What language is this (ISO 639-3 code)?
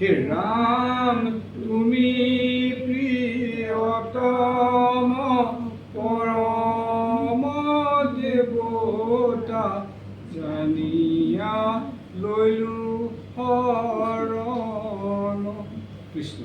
asm